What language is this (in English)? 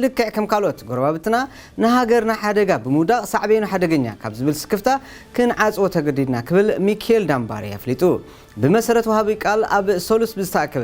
Tigrinya